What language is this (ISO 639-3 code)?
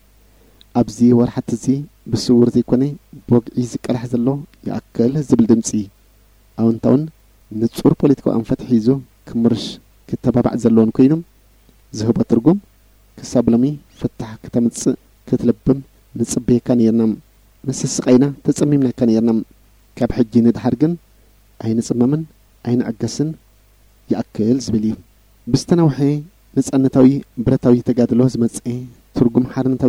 tir